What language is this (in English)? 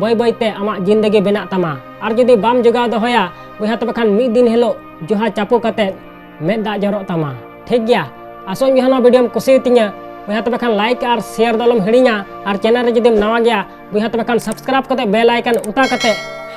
Santali